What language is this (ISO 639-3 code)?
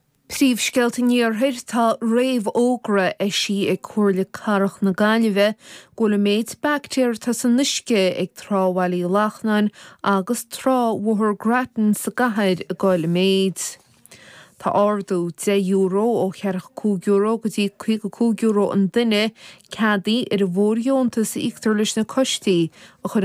gle